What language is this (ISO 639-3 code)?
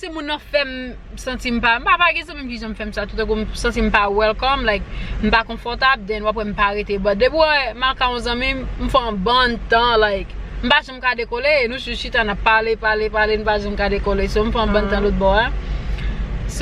hat